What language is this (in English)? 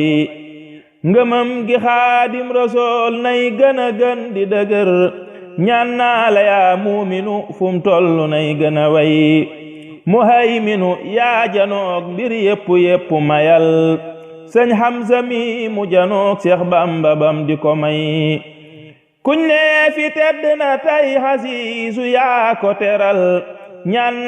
Wolof